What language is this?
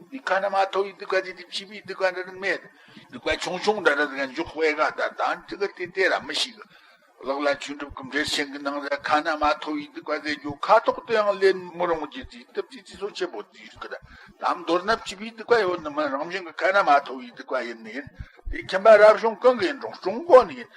Tibetan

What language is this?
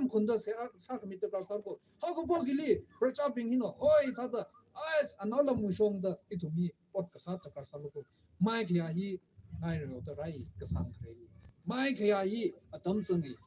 Tangkhul Naga (India)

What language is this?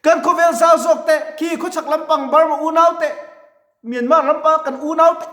Mizo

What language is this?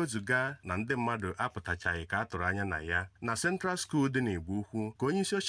Igbo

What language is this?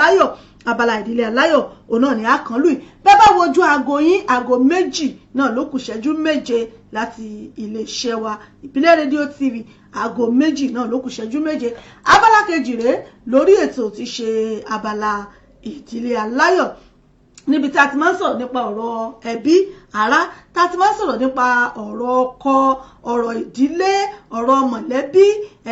Yoruba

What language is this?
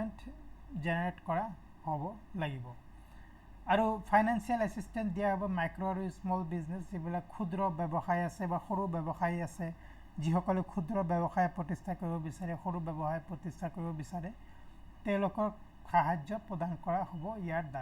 Assamese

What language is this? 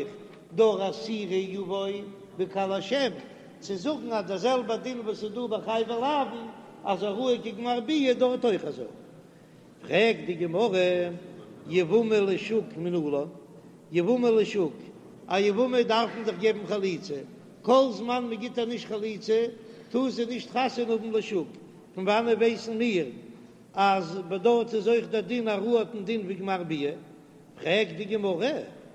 Yiddish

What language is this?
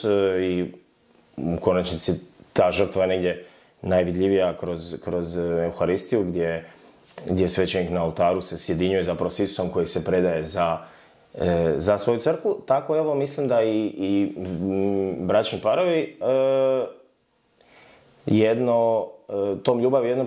Croatian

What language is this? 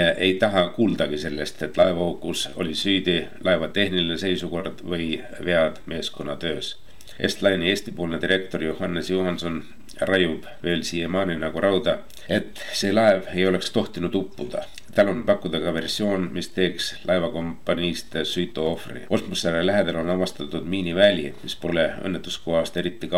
Estonian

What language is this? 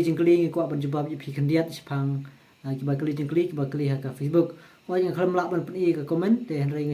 Khasi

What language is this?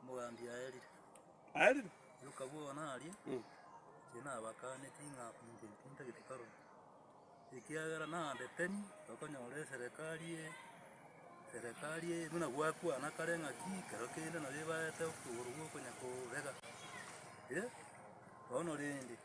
Gusii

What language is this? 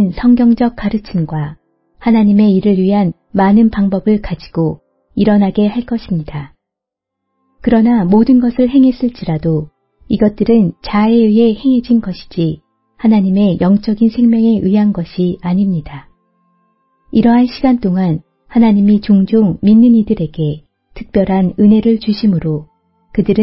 Korean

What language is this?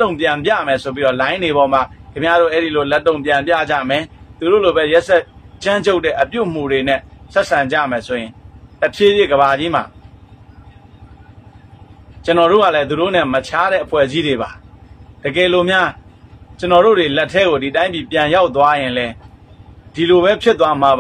Burmese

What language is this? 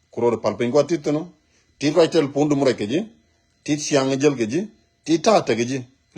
Nuer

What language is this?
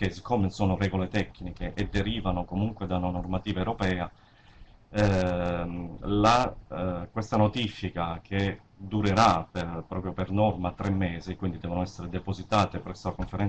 Italian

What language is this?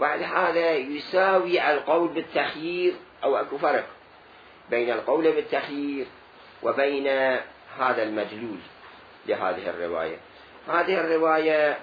Mesopotamian Arabic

